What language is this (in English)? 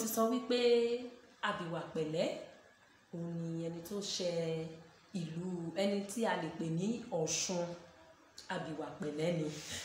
Yoruba